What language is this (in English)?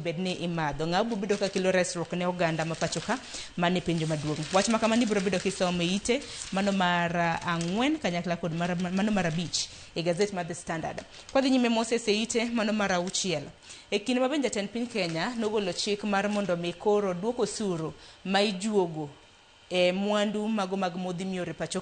Luo (Kenya and Tanzania)